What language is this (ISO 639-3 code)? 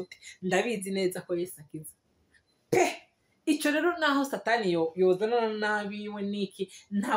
run